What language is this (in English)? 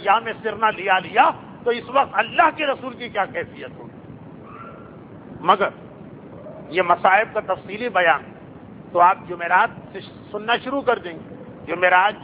Urdu